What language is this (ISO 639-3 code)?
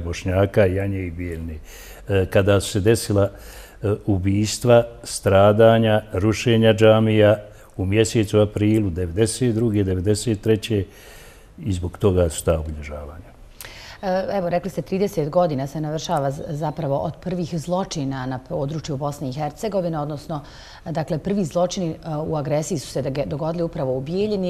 bos